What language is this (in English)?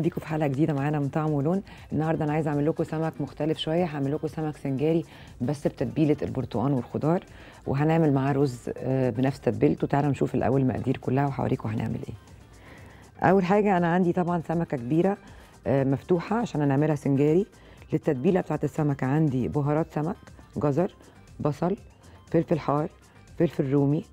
Egyptian Arabic